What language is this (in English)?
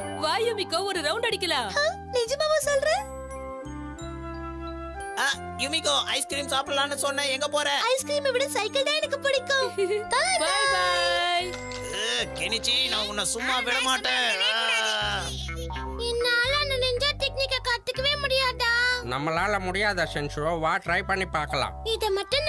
Tamil